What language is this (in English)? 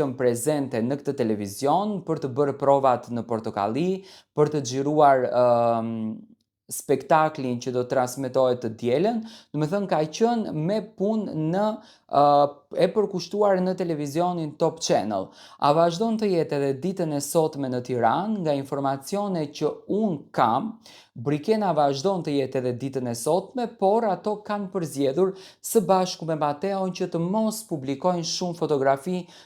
Albanian